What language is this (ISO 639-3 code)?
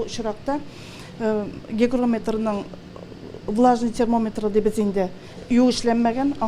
tat